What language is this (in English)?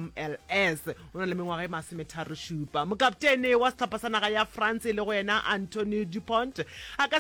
Northern Sotho